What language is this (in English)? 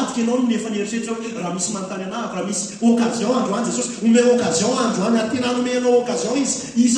Malagasy